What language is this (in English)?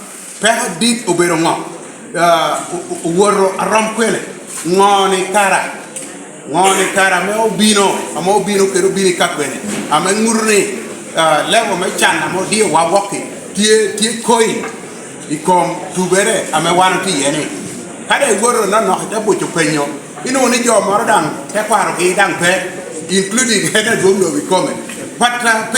Lango (Uganda)